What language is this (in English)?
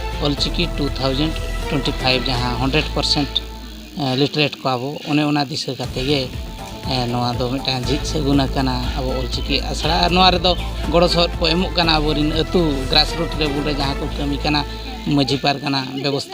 Santali